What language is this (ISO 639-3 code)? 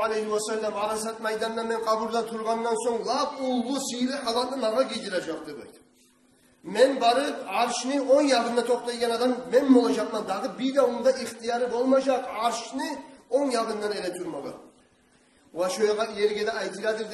kum